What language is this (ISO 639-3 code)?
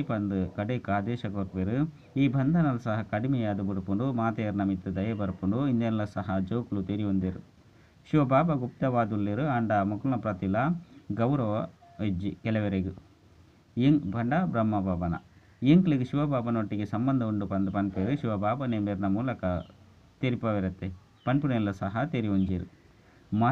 tcy